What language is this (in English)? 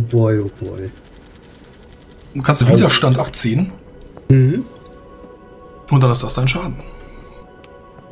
German